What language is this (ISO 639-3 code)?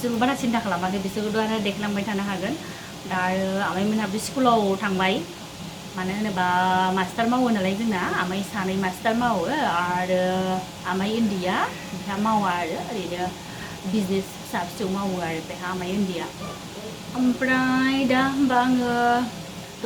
brx